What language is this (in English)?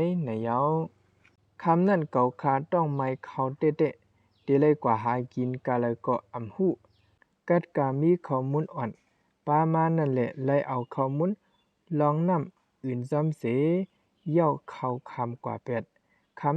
Shan